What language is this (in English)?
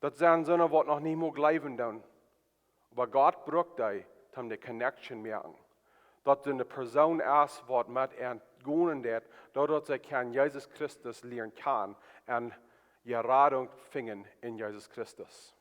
Plautdietsch